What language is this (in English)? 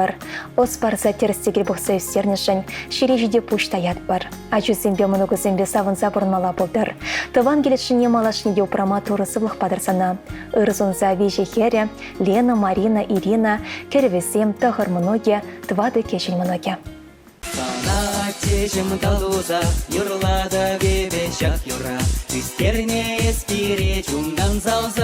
Chuvash